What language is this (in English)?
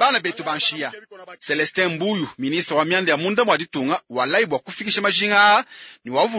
Luba-Lulua